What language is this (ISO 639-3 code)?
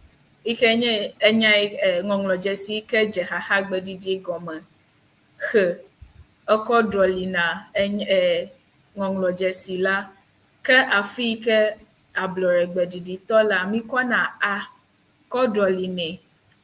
ewe